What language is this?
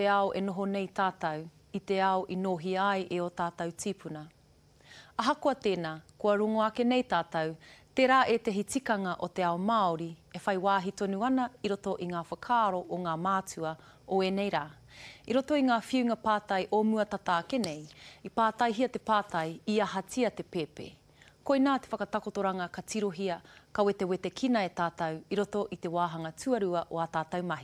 Māori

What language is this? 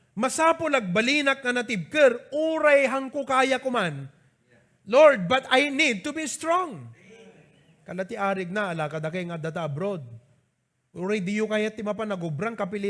Iloko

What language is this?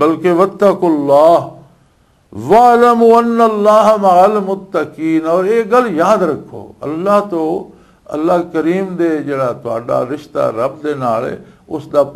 Western Panjabi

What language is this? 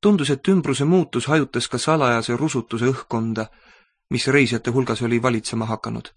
Estonian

